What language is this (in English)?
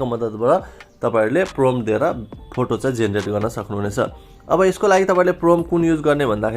Nepali